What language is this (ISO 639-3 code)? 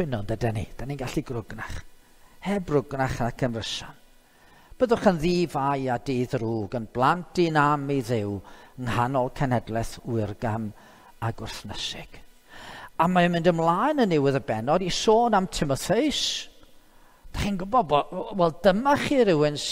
cym